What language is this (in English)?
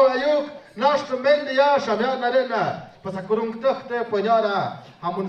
Tlahuitoltepec Mixe